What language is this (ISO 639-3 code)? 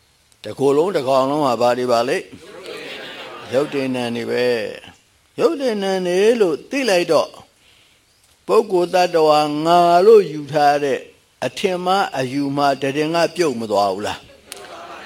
mya